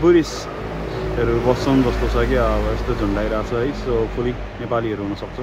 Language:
Nepali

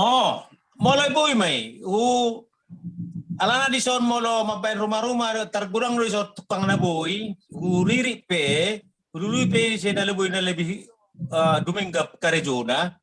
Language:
Batak Toba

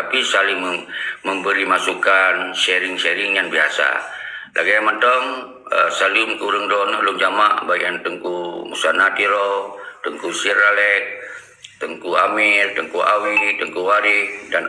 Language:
Achinese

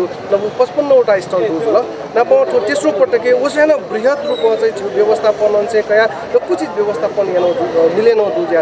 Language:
Newari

